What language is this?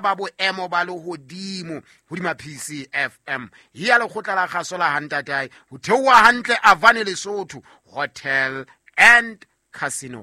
Southern Sotho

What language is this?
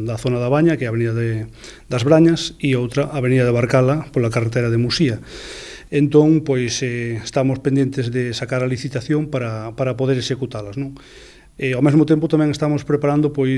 Galician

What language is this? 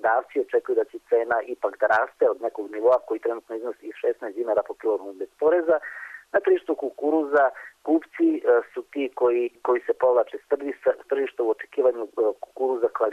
Serbian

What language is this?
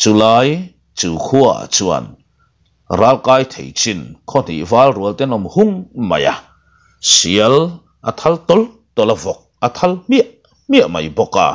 Mizo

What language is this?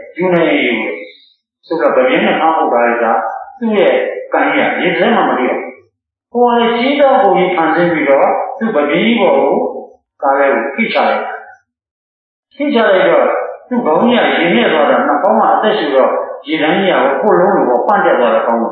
Burmese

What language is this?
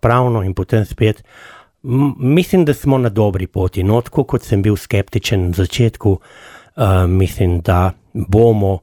Slovenian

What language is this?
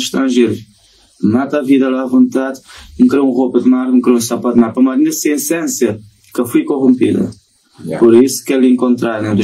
Kabuverdianu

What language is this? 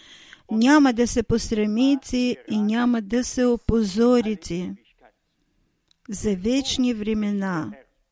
Bulgarian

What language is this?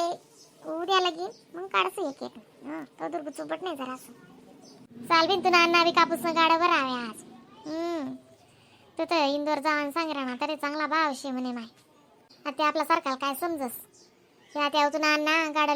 Khandesi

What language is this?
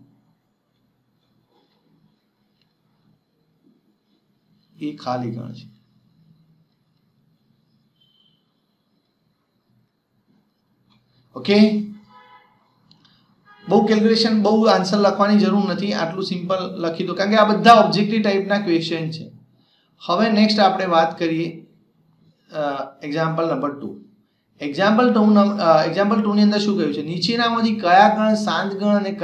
Gujarati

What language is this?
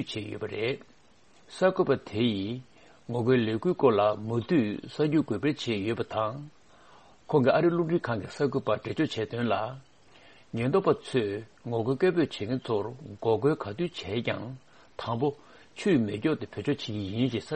Tibetan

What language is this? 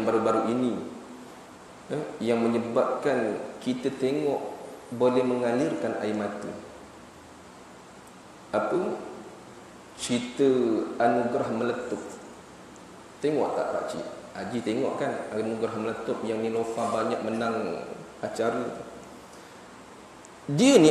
Malay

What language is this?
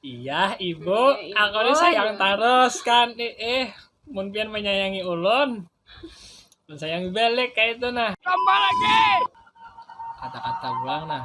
Banjar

